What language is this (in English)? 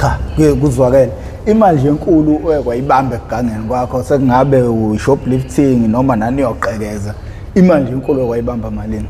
Zulu